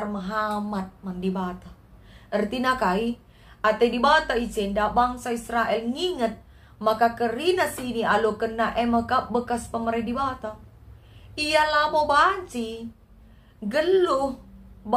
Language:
Batak Karo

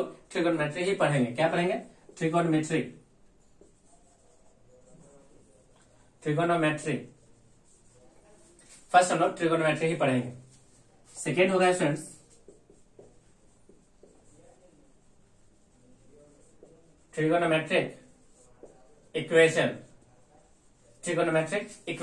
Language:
Hindi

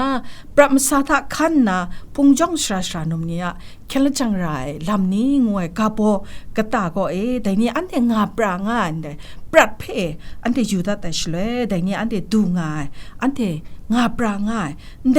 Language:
Kachin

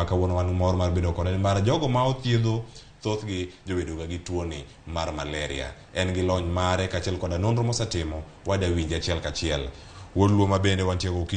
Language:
Luo (Kenya and Tanzania)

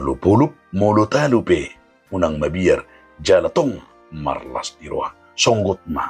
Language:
Batak Toba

